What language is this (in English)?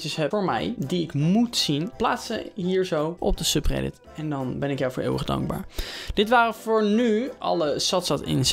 Dutch